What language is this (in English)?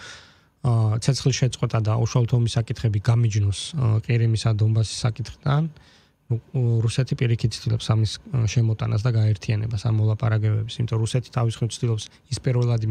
Georgian